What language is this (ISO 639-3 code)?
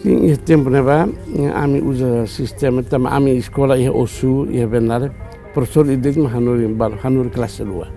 tet